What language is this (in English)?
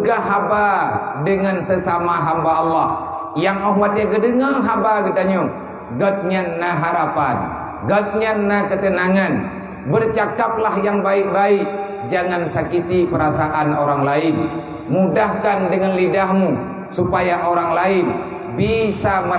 Achinese